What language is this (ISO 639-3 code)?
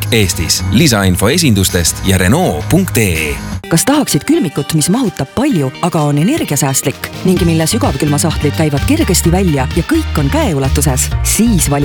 est